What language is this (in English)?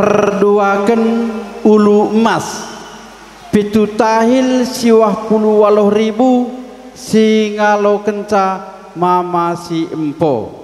Batak Karo